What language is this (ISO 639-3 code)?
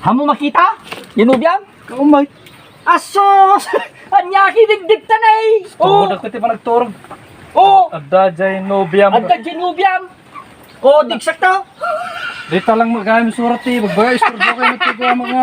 ilo